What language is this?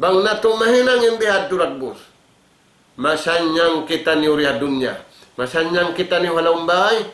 Tausug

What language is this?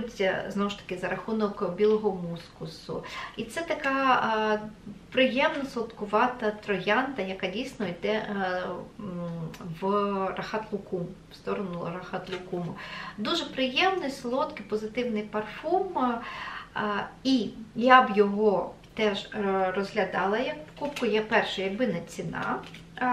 Ukrainian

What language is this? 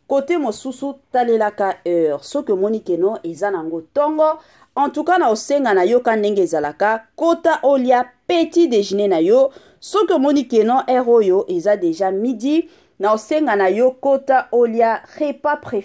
Lingala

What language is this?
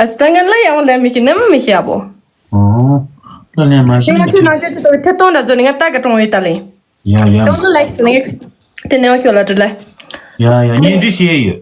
Tibetan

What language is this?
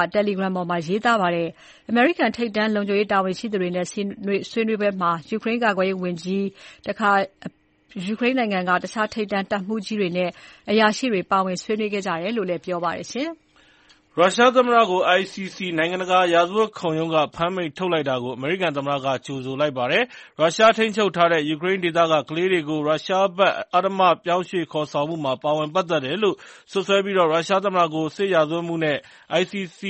Burmese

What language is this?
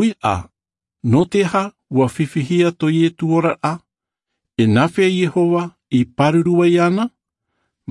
Tahitian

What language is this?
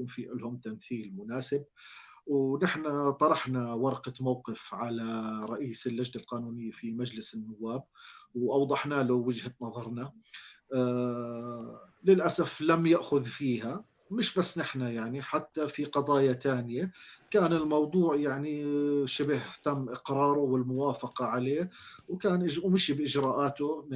North Levantine Arabic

